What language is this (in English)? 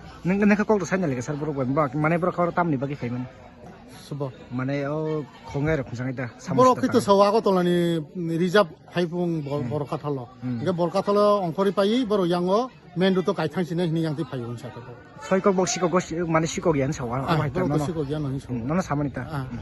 Kok Borok